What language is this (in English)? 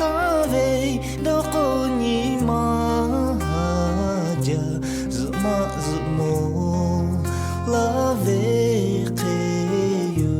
Lahu